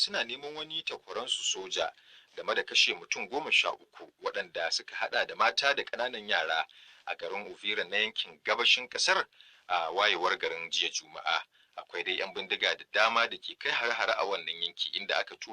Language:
Hausa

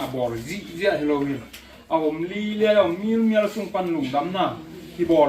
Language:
Tedim Chin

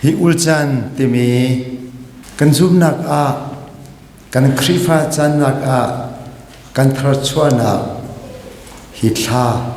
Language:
Hakha Chin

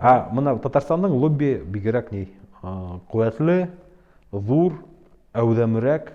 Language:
Bashkir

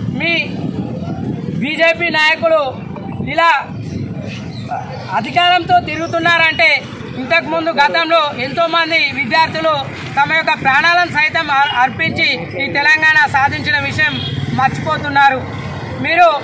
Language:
Telugu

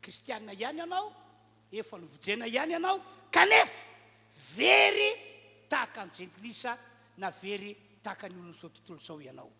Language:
Malagasy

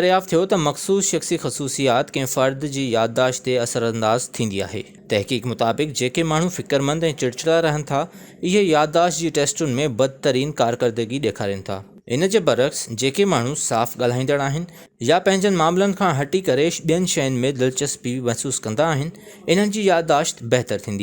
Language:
Sindhi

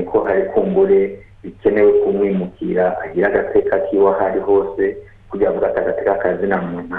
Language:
Rundi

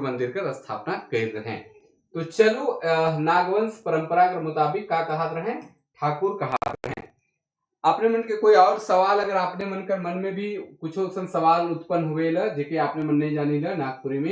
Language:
Sadri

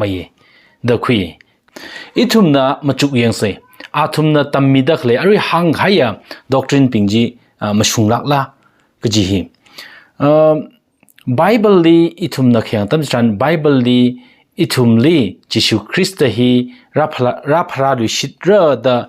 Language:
Tangkhul Naga (India)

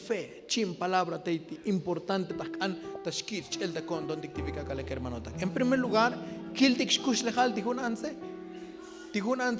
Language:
Tzotzil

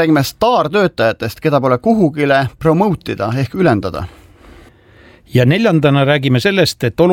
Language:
Estonian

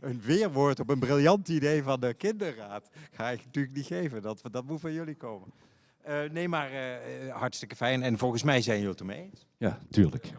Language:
Limburgish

